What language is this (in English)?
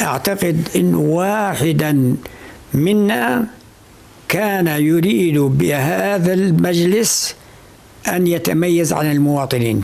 North Levantine Arabic